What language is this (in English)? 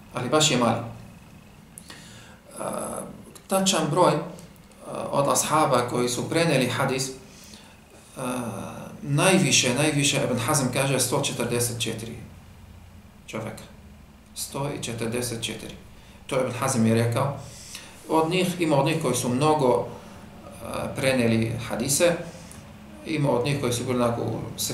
Bosnian